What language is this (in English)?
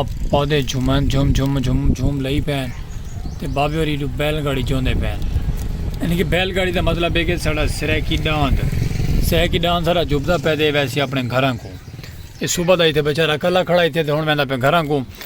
Saraiki